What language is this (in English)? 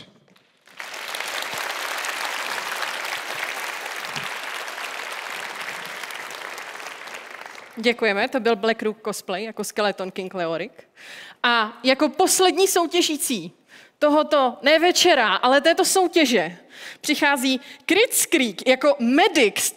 Czech